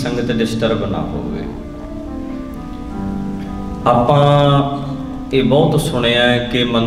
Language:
Punjabi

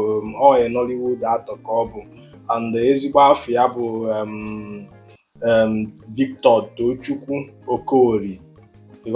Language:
Igbo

